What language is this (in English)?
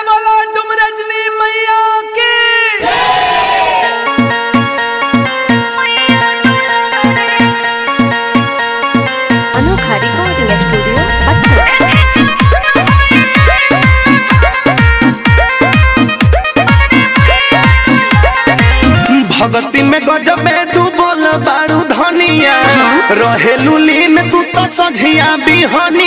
Bhojpuri